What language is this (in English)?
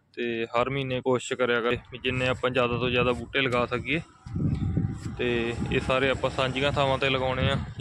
Punjabi